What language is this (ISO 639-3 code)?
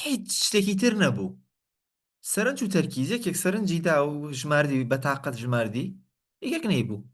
ckb